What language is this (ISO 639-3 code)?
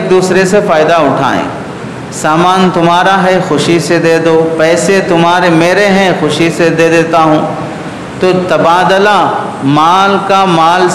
urd